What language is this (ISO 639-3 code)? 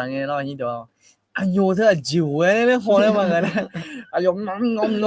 ahk